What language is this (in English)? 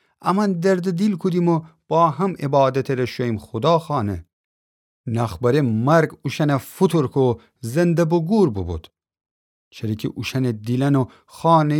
Gilaki